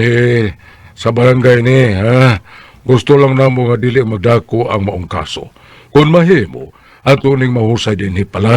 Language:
Cebuano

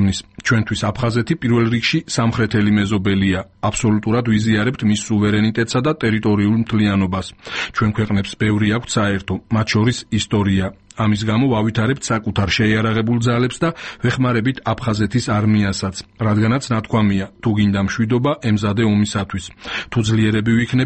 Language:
Georgian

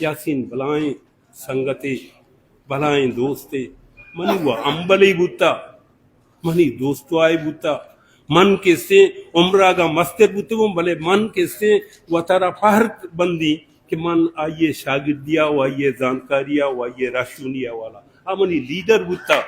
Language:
Baluchi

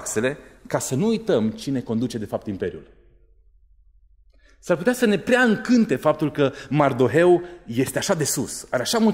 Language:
Romanian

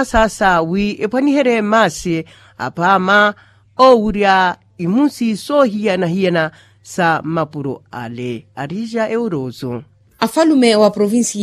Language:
Makhuwa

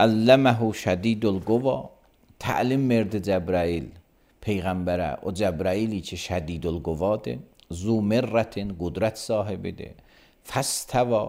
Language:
Azerbaijani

